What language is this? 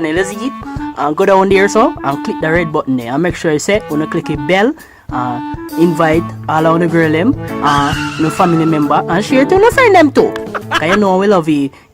Jamaican Creole English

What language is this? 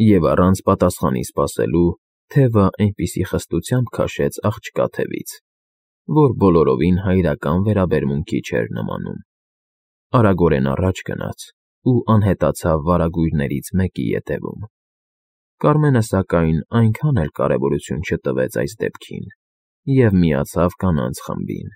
Armenian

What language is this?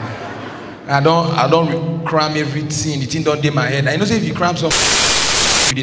Nigerian Pidgin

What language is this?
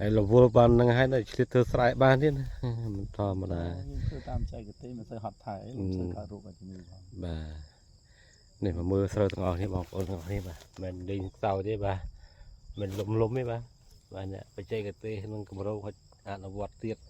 Khmer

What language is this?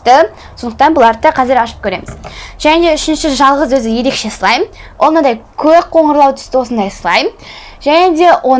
Kazakh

